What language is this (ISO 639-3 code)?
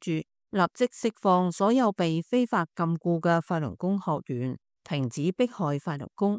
yue